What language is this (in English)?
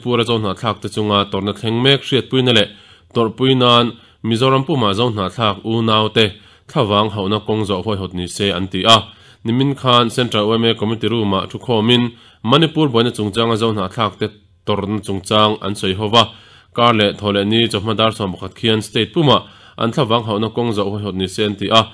Mizo